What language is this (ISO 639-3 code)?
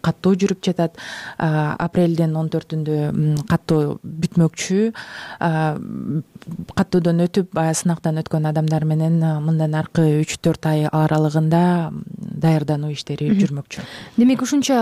kir